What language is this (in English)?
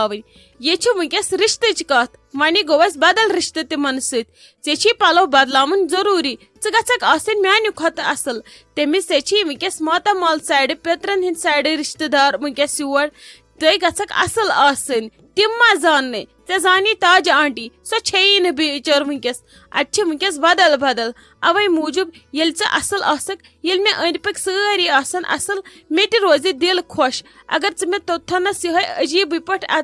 Kashmiri